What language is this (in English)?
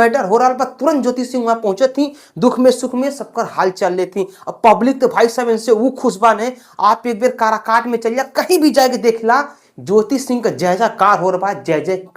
Bhojpuri